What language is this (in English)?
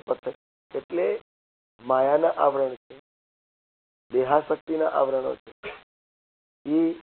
Gujarati